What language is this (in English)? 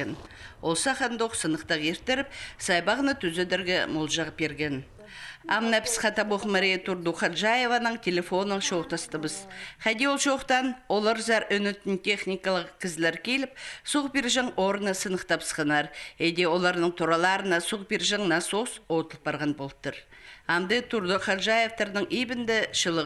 Khakas